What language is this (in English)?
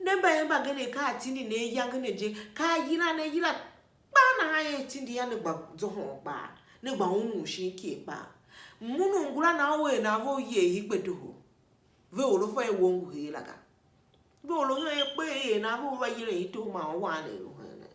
Tiv